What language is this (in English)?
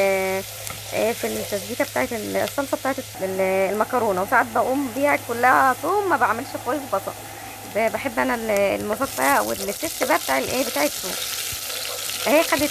Egyptian Arabic